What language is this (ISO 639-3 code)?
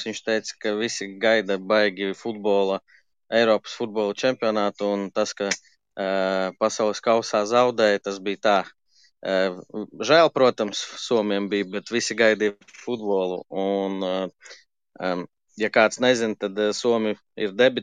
lav